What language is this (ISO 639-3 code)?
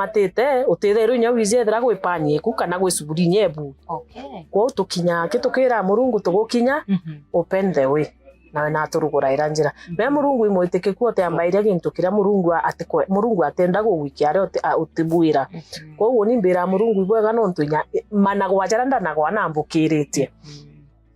mer